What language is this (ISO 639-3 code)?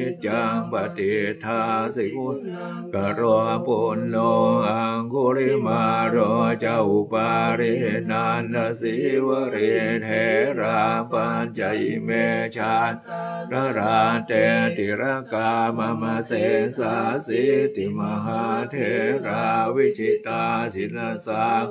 pli